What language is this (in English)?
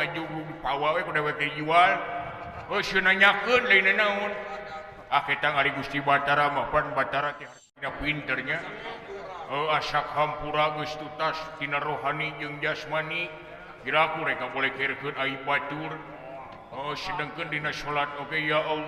Sundanese